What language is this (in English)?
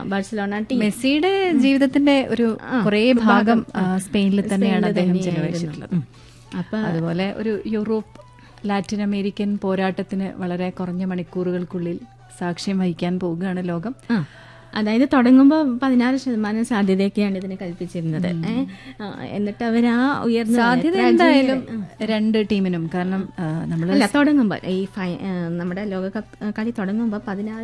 Malayalam